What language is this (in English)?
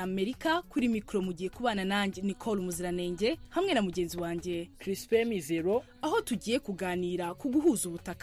Kinyarwanda